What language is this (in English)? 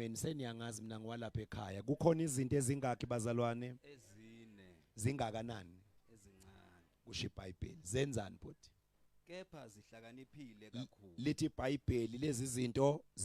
Zulu